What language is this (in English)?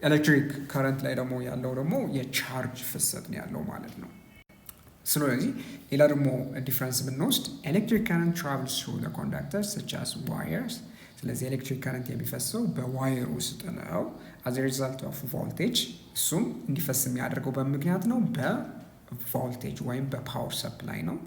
Amharic